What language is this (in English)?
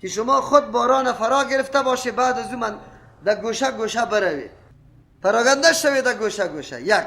Persian